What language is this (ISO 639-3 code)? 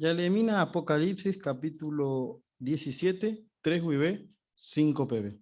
grn